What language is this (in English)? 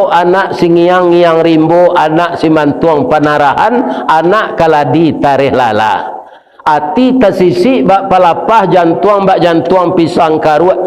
Minangkabau